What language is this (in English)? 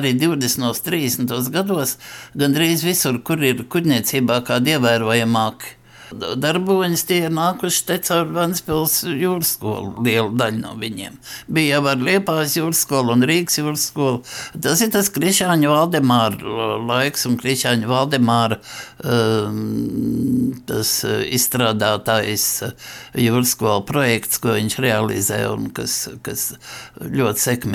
Latvian